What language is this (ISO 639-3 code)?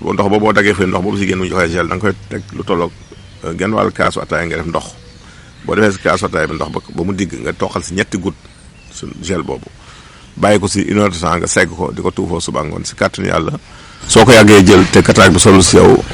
wol